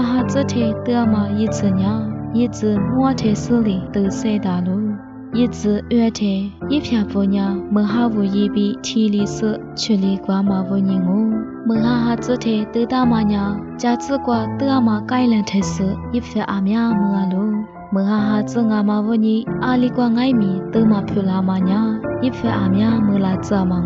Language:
Lisu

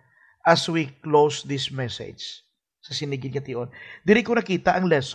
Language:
Hiligaynon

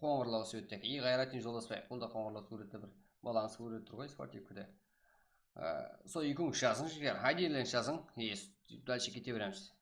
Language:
Kara-Kalpak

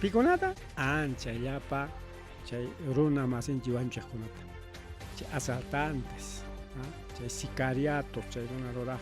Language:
Ayacucho Quechua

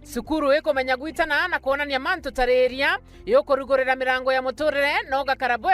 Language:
Meru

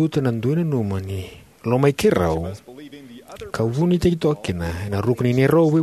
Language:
Fijian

